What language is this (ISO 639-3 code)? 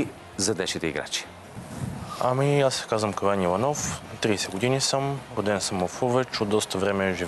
bul